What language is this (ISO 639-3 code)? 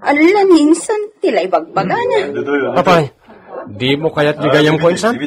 ilo